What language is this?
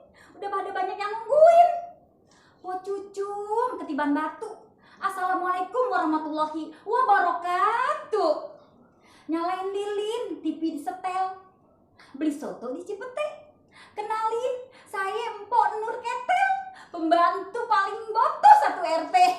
Betawi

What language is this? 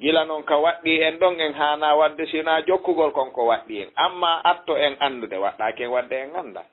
Fula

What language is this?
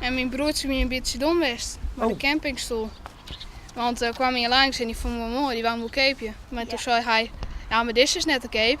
Western Frisian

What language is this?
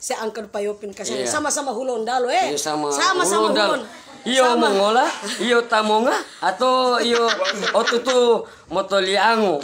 Manado Malay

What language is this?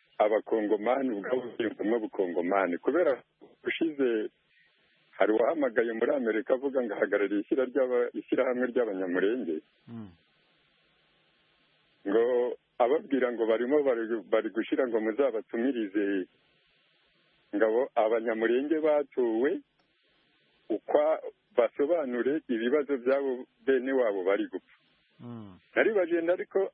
Kinyarwanda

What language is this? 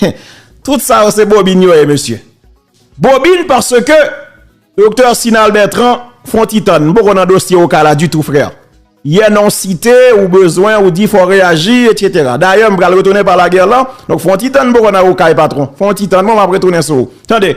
Haitian Creole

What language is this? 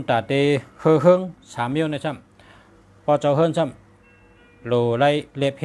Shan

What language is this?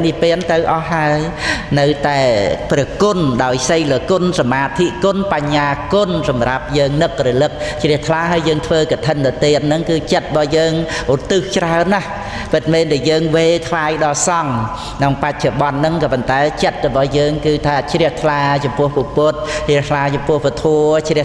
Khmer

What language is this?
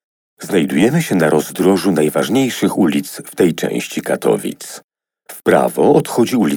Polish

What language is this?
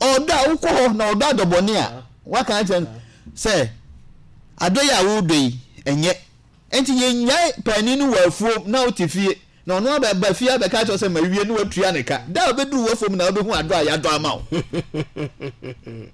Akan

